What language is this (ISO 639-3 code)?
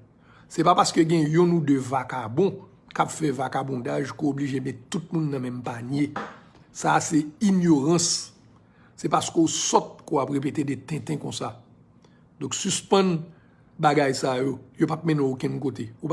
hat